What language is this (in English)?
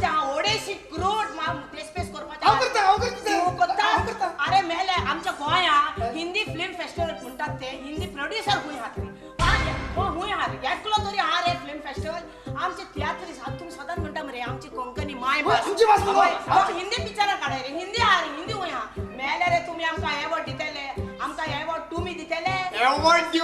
Konkani